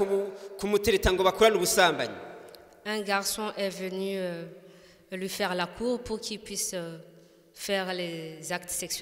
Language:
Rundi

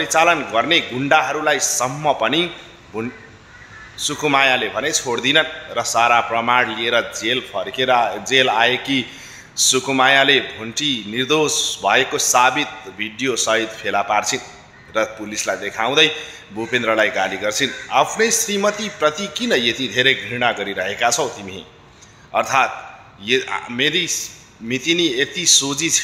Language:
Nepali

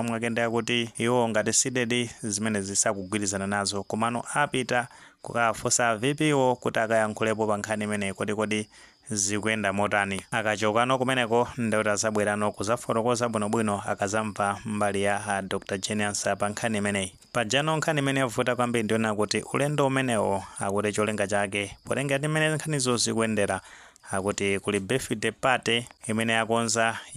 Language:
Nyanja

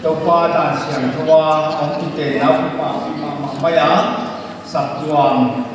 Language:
Paite Chin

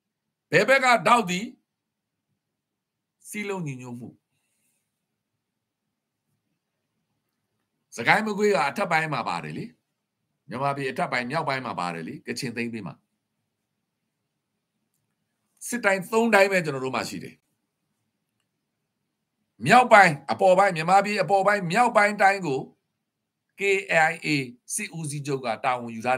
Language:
Burmese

